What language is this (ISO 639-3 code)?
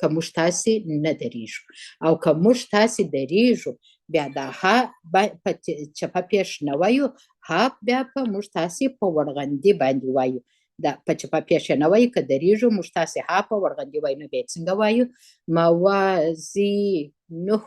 pus